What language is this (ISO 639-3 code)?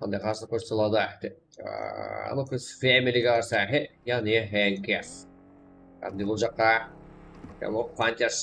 kaa